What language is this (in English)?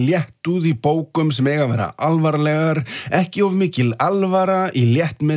Icelandic